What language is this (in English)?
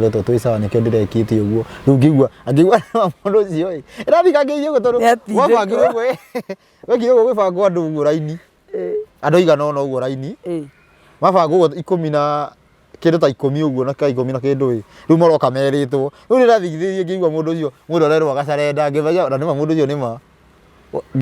Kikuyu